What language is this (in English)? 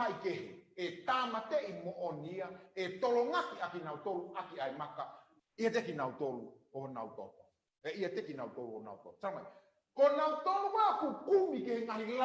Tongan